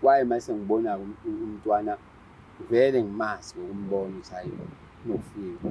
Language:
Zulu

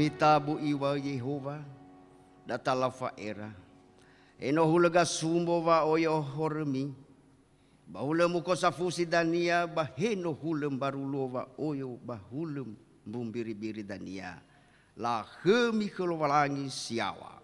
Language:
Nias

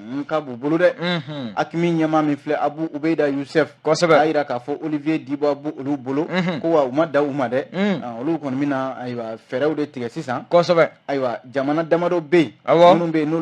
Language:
Bambara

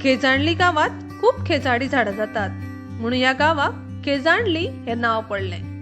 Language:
Konkani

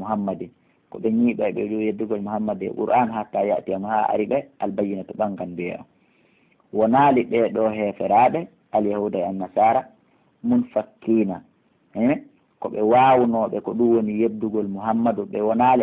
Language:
Fula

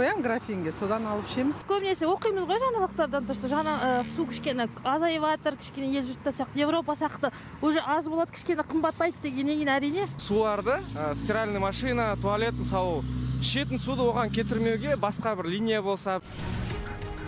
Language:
Kazakh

